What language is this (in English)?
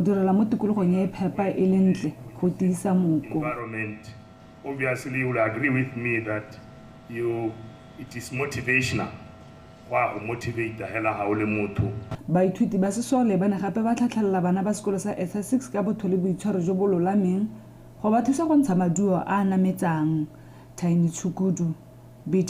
Tswana